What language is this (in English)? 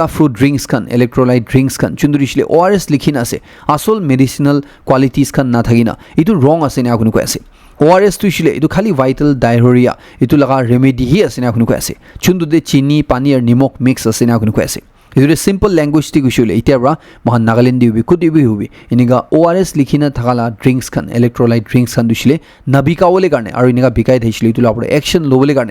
Naga Pidgin